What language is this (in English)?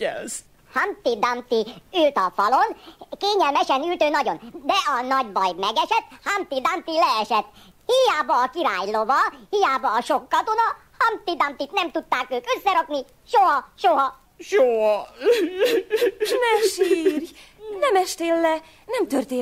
Hungarian